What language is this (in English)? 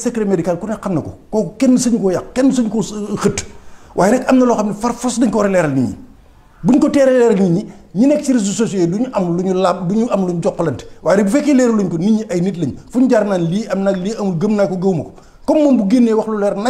Wolof